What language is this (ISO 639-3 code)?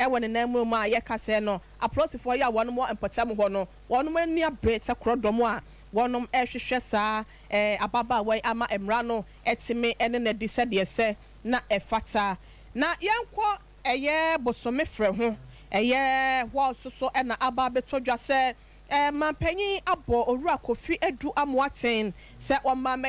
aka